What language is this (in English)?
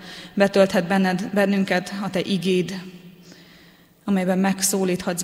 Hungarian